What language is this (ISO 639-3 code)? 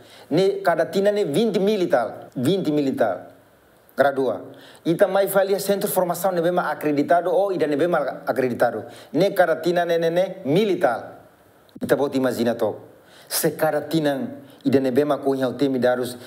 tet